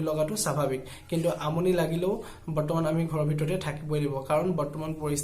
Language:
Assamese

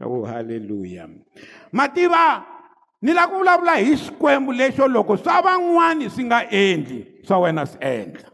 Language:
Tsonga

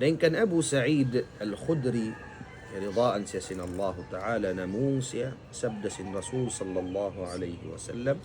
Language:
Tausug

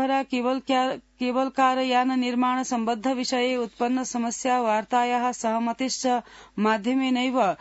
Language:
Sanskrit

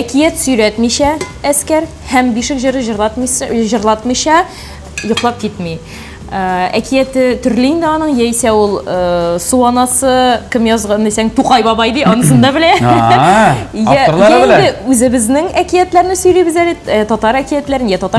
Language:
Tatar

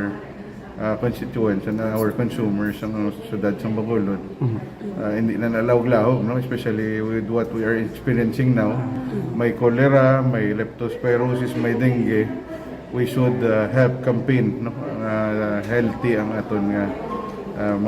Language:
Hiligaynon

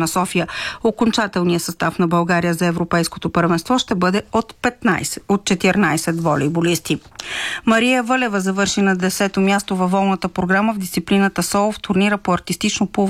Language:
Bulgarian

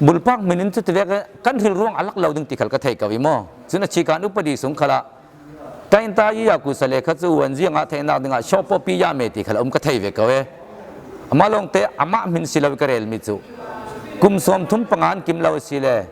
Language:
Falam Chin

